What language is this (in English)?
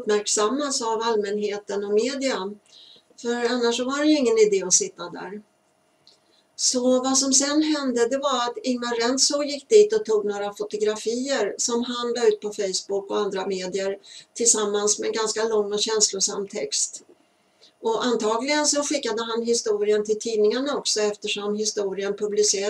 Swedish